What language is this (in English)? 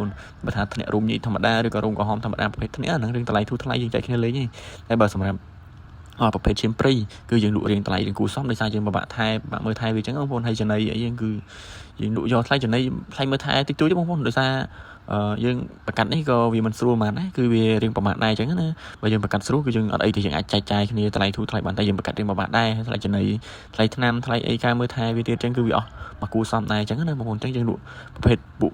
Khmer